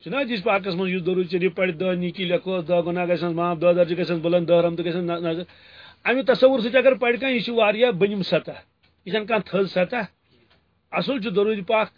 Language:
Kashmiri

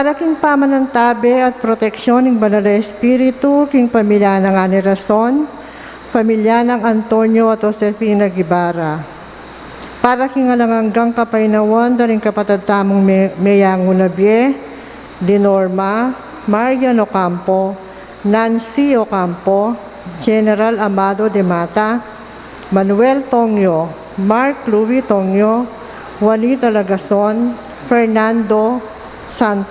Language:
Pampanga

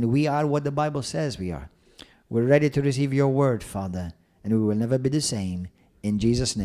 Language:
English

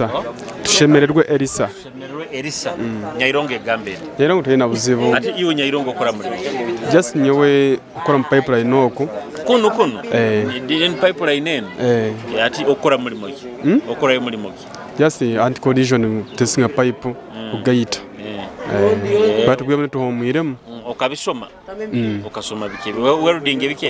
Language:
Nyoro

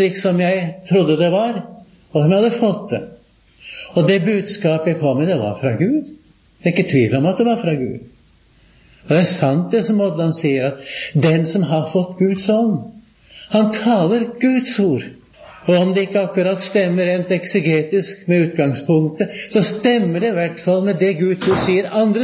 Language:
Norwegian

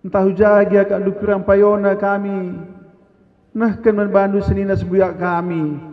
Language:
Batak Karo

